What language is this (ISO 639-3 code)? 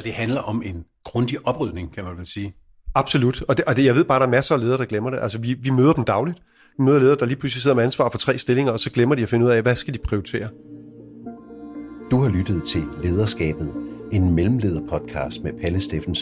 dan